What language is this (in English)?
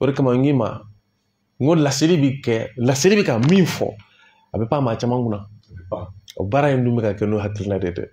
Bambara